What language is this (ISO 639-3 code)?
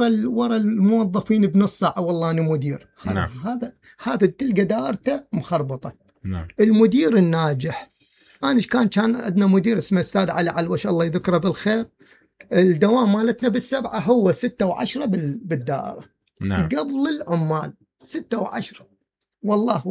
acm